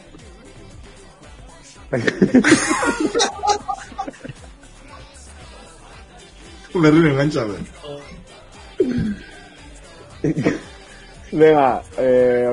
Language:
Basque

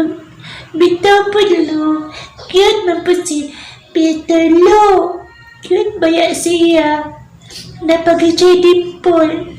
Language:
Cebuano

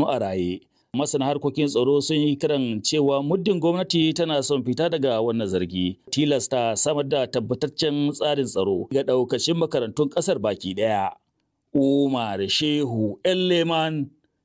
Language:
Hausa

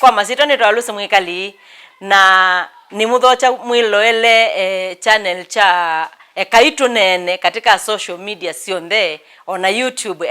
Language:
Kamba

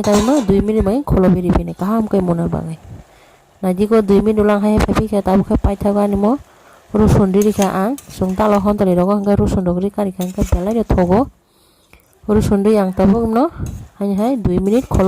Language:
Kok Borok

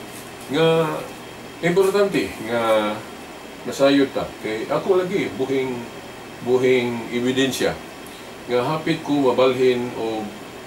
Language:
Cebuano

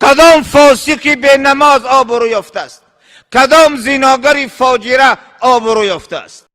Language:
Tajik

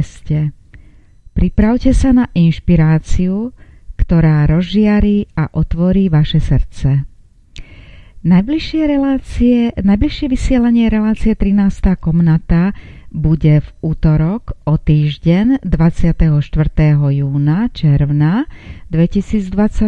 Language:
Slovak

